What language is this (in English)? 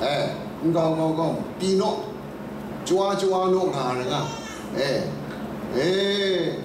Kachin